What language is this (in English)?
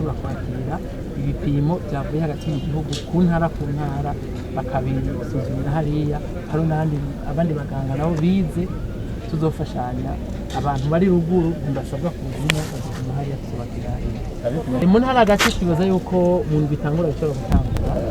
Rundi